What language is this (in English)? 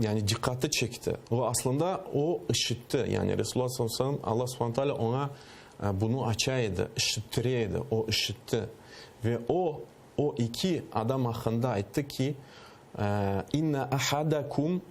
Crimean Tatar